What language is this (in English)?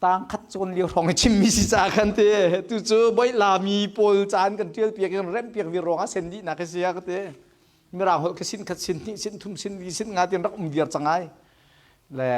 Hakha Chin